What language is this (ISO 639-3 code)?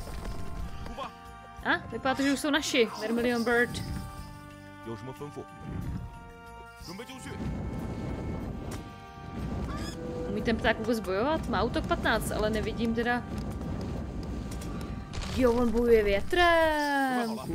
ces